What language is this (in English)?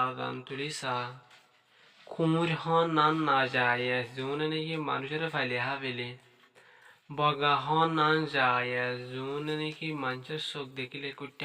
Rohingya